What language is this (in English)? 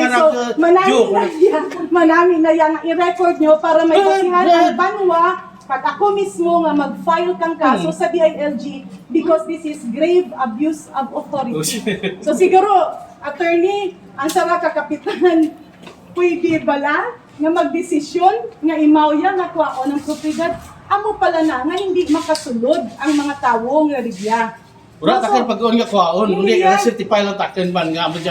Kinaray-a